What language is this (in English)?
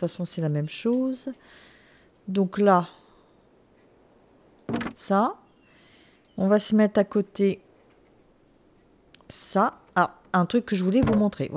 French